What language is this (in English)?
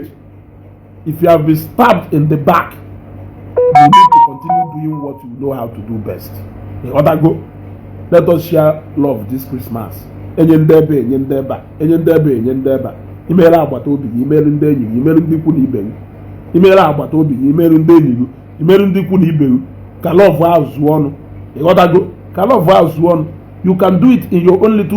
Igbo